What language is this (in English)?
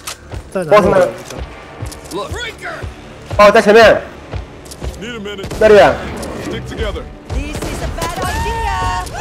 Chinese